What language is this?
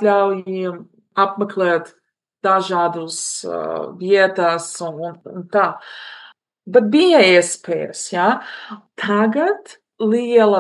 Latvian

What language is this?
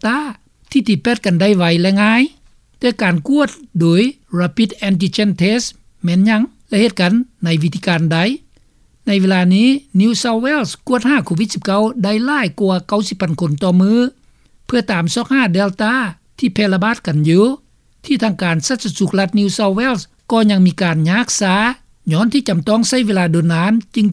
Lao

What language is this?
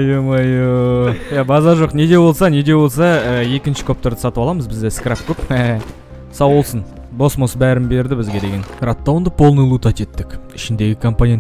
Kazakh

